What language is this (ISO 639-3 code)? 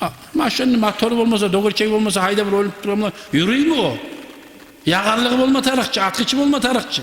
kum